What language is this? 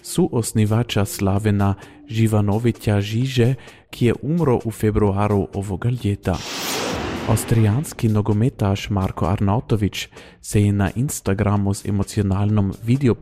Croatian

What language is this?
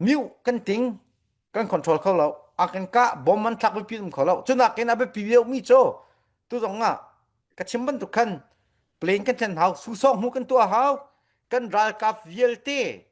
Falam Chin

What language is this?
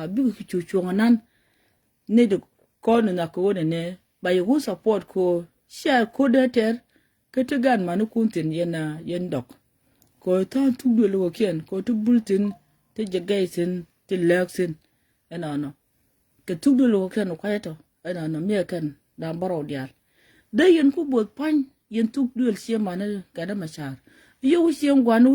Nuer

